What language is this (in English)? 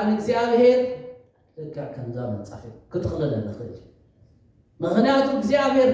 Tigrinya